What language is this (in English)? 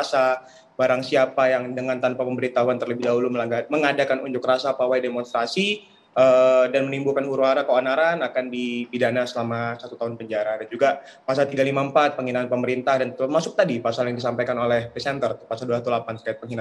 Indonesian